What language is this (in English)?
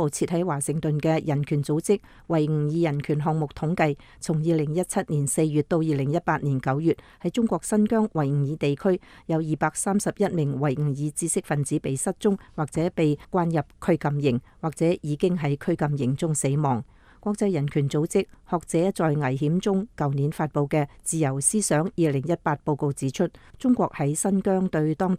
Cantonese